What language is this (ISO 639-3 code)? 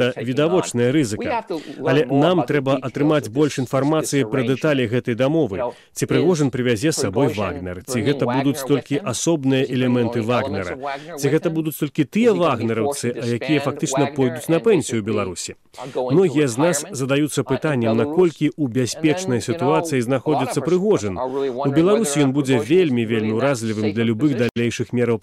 bel